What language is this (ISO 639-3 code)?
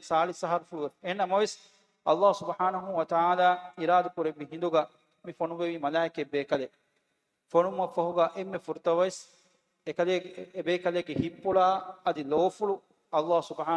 div